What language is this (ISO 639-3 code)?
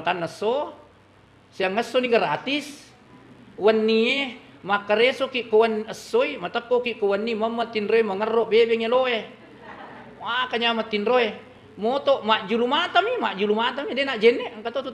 bug